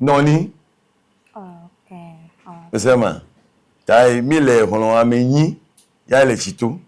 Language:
Ewe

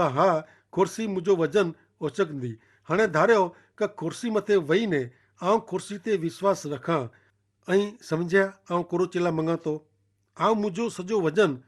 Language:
Kachhi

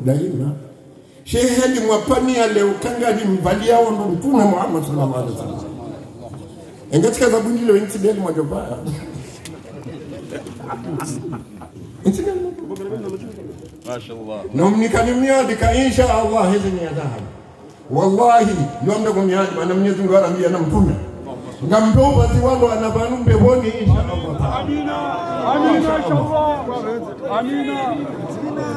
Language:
Swahili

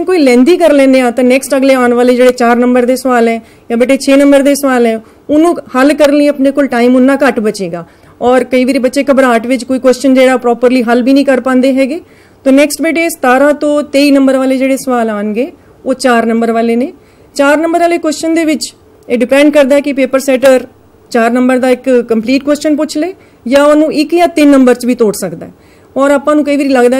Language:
Punjabi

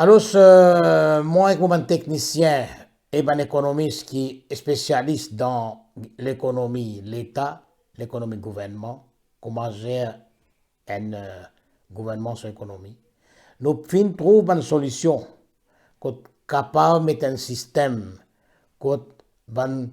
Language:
Morisyen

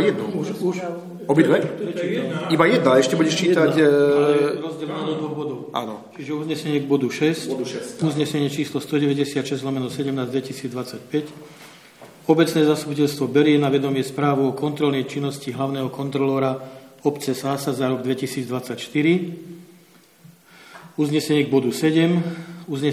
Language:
Slovak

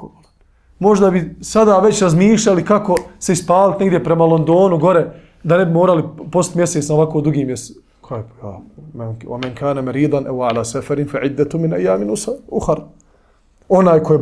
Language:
Bosnian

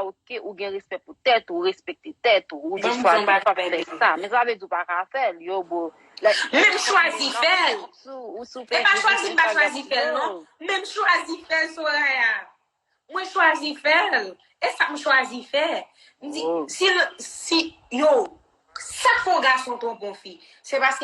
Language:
Haitian Creole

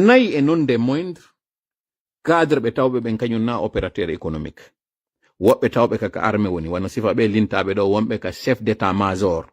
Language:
Pular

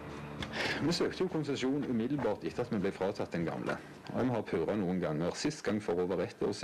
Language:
Norwegian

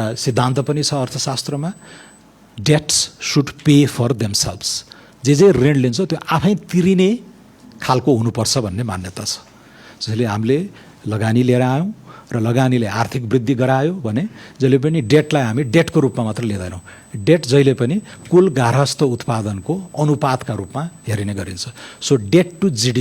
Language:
Nepali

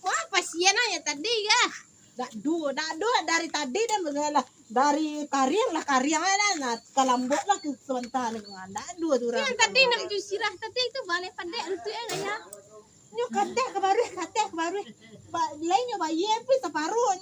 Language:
Minangkabau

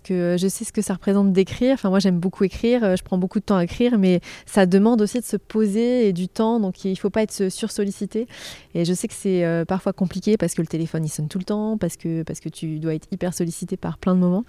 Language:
French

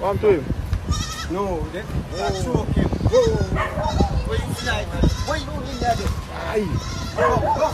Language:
Jamaican Creole English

